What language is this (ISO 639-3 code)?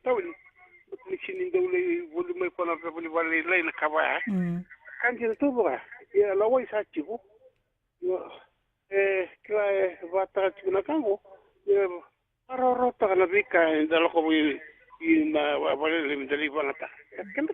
fij